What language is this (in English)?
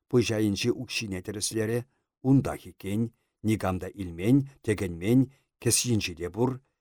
Chuvash